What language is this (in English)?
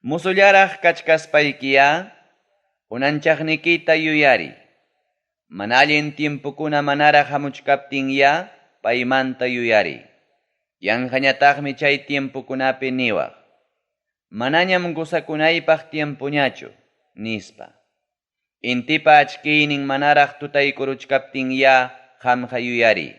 Ayacucho Quechua